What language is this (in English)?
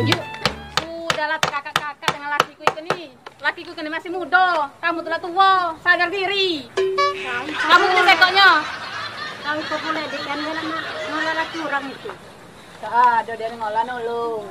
Musi